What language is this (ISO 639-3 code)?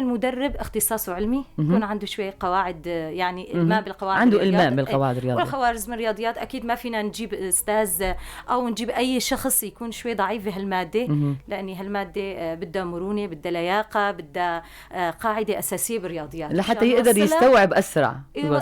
apc